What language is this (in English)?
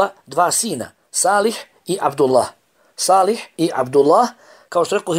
Bosnian